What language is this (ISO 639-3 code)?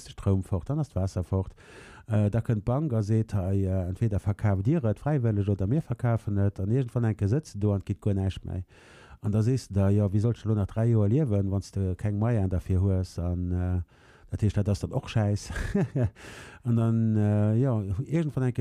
ltz